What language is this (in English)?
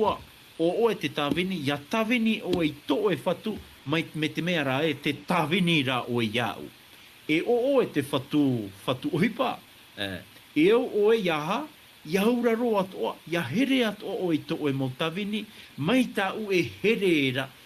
Tahitian